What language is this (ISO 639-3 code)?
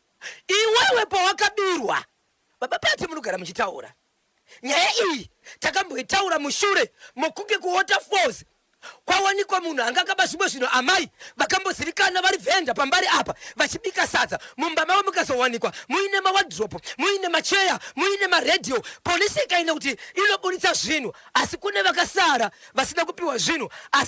sna